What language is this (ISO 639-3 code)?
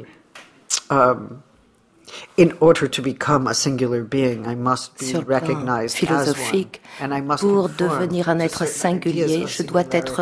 fra